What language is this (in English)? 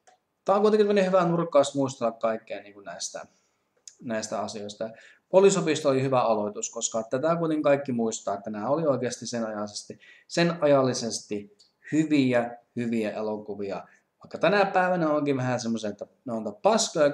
Finnish